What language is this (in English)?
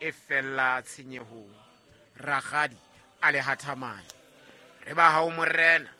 Southern Sotho